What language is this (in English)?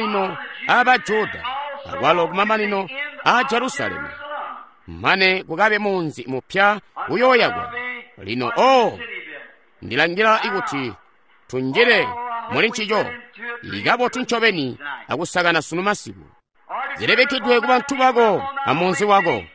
Tonga (Zambia)